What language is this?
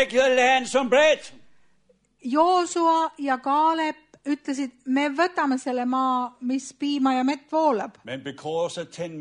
Estonian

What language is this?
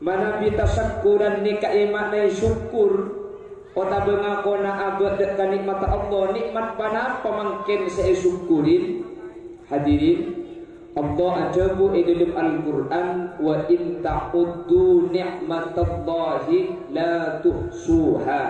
Madurese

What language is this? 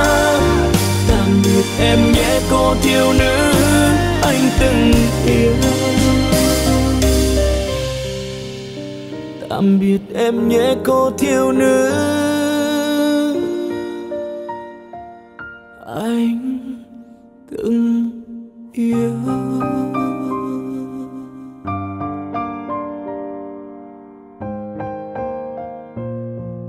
Vietnamese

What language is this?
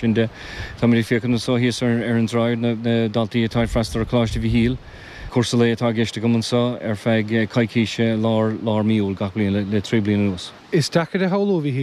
Irish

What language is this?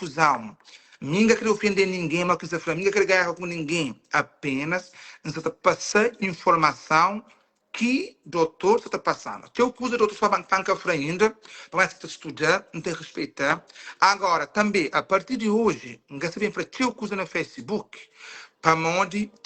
Kabuverdianu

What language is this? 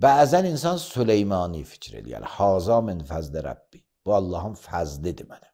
Azerbaijani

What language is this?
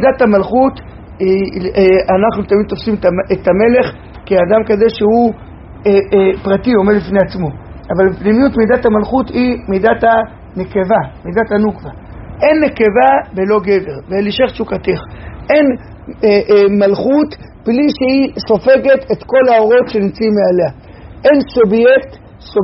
Hebrew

